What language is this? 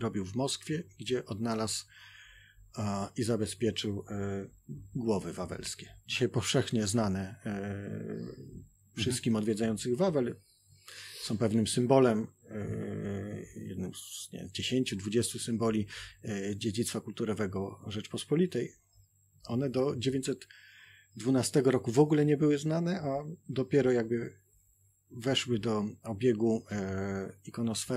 Polish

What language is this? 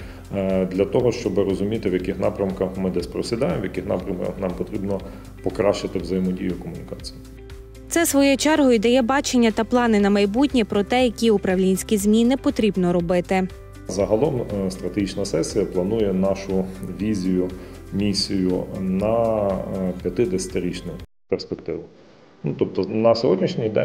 Ukrainian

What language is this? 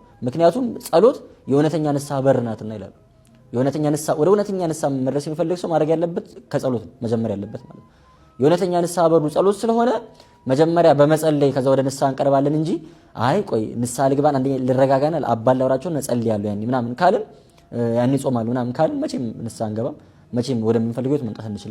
Amharic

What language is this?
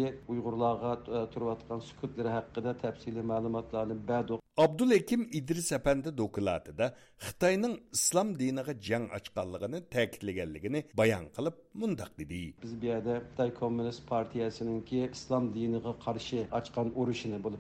Uyghur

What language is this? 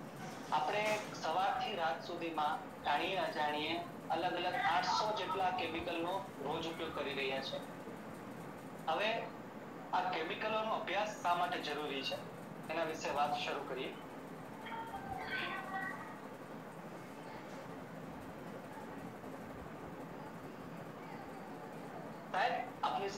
Gujarati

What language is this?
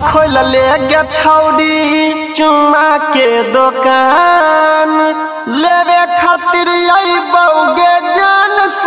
Bhojpuri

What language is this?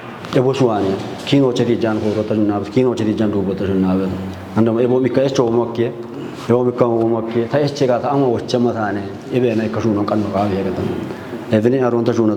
Kafa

